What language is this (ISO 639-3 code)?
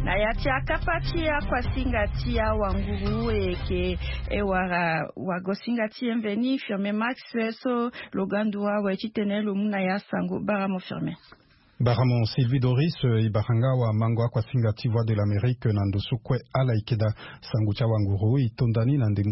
sag